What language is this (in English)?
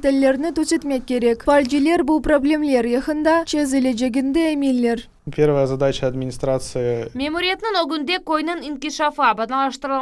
Crimean Tatar